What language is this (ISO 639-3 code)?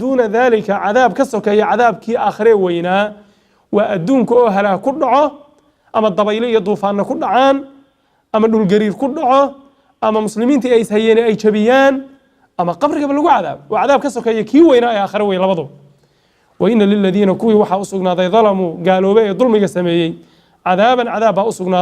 som